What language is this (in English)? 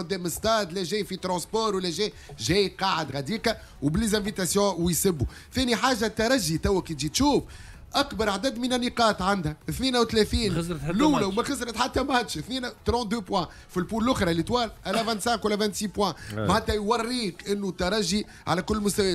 Tunisian Arabic